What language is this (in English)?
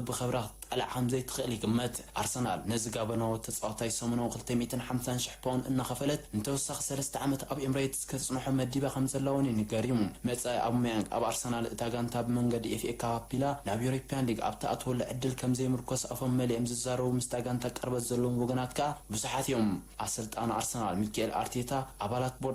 Tigrinya